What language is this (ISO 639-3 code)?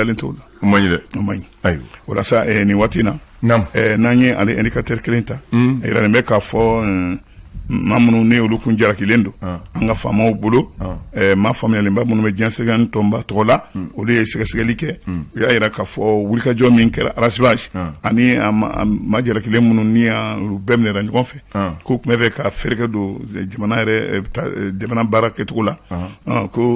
bam